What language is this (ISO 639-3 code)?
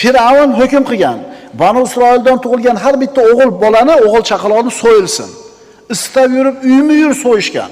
uzb